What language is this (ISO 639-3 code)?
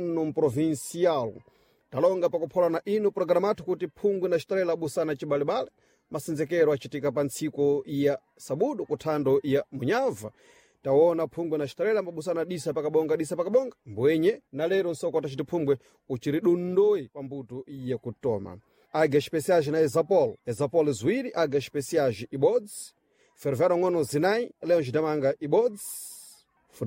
seh